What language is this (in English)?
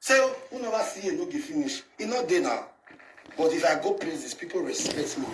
Nigerian Pidgin